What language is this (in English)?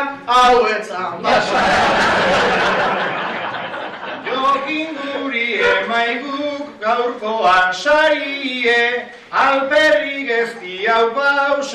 Basque